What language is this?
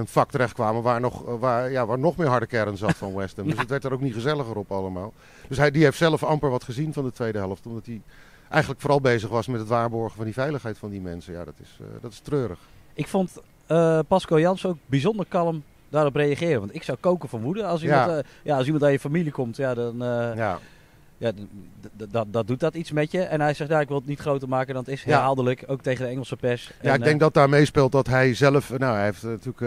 Dutch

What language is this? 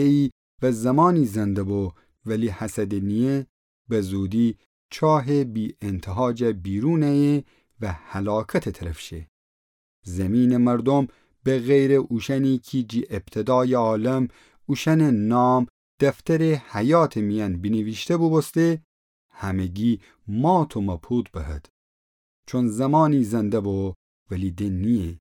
Gilaki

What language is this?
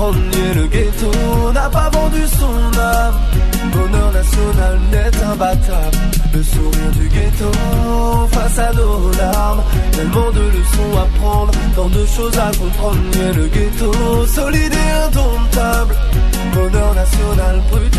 French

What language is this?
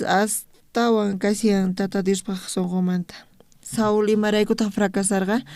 South Bolivian Quechua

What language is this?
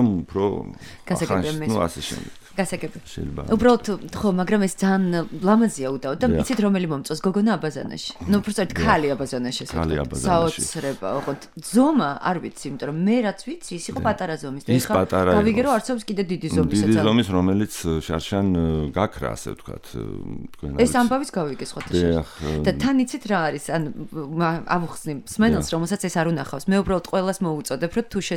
Georgian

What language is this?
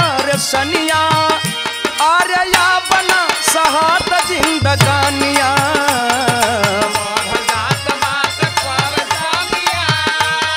Bhojpuri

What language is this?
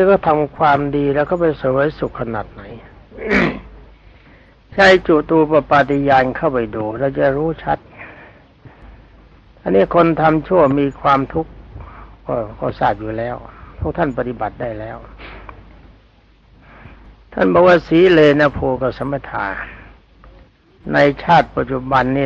Thai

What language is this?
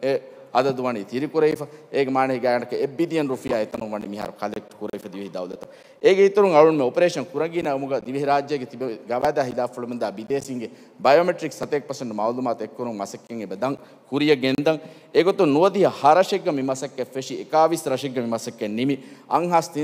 Divehi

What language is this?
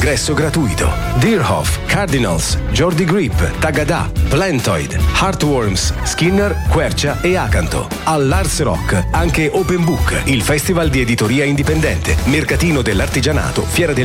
Italian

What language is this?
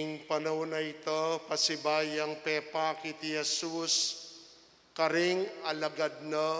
Pampanga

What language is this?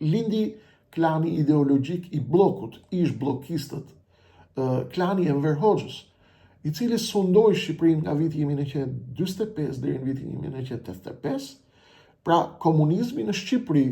Albanian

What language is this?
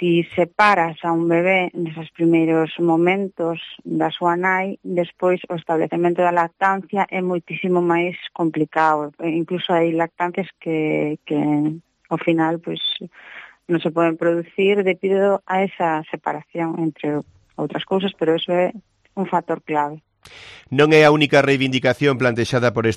Galician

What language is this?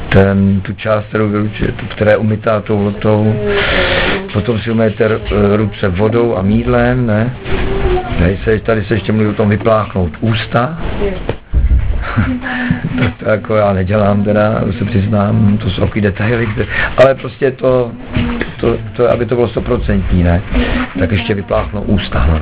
Czech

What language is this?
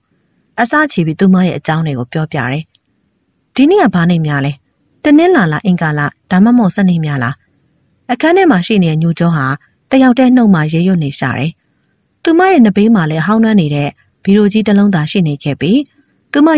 Burmese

